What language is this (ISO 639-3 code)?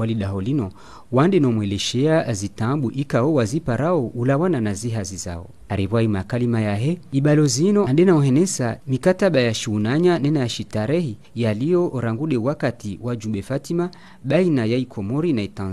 zdj